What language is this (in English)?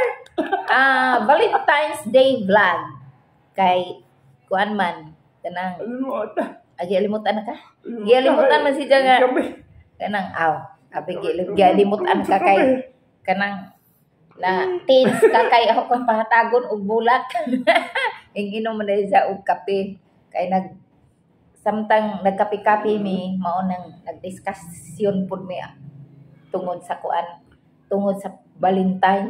Cebuano